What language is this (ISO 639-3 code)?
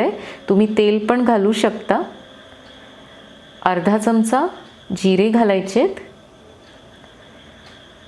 mar